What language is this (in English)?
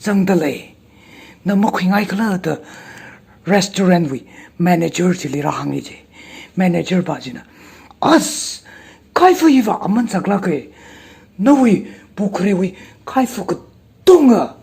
Tangkhul Naga (India)